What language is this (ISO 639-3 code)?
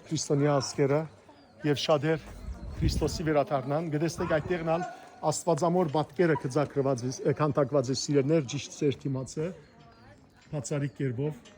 hyw